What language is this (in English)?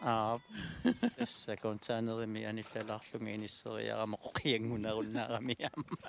Kalaallisut